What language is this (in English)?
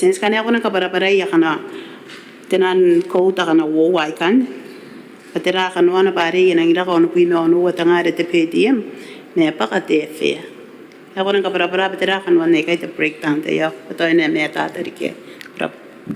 Gilbertese